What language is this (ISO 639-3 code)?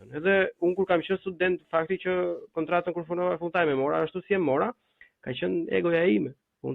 sqi